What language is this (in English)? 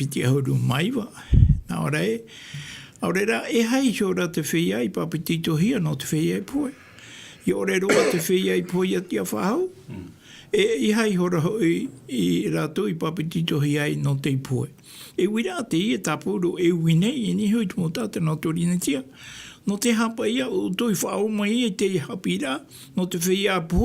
Tahitian